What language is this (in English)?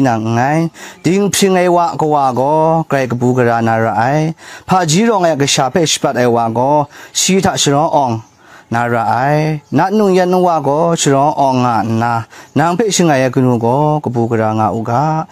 Kachin